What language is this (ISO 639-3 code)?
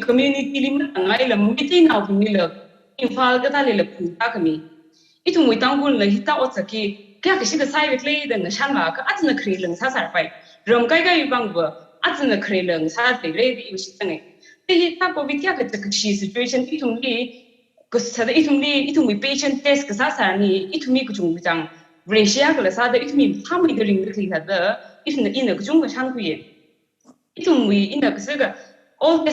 nmf